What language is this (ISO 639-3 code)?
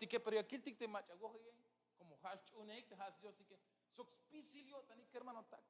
tzh